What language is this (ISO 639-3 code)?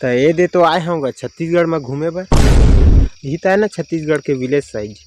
hne